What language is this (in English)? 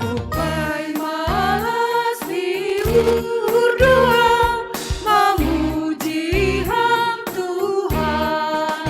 Batak Simalungun